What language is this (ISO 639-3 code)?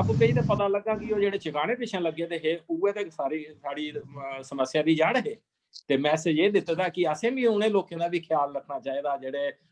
doi